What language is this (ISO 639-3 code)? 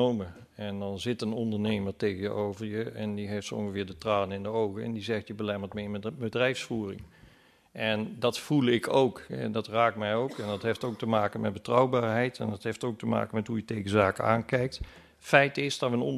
nld